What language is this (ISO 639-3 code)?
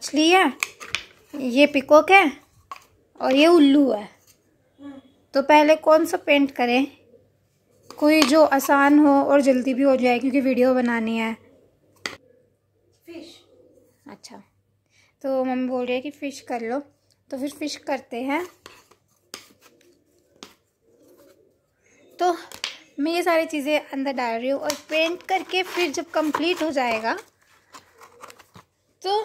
hin